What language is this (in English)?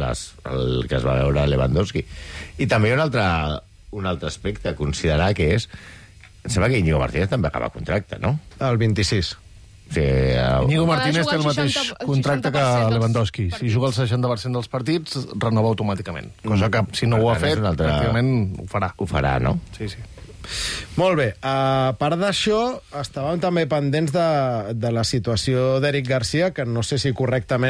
Catalan